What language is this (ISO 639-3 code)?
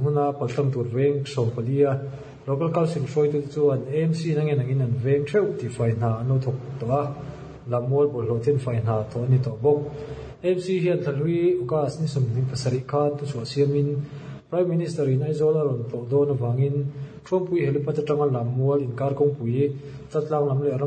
lus